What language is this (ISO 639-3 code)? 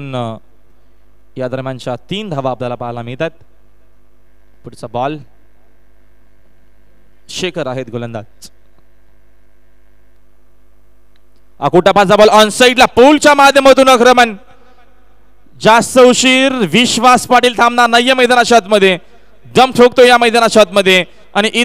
mar